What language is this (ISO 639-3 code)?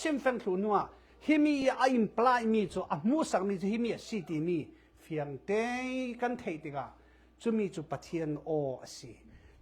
cfm